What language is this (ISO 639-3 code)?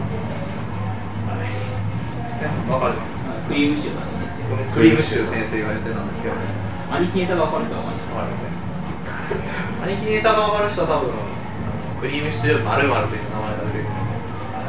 jpn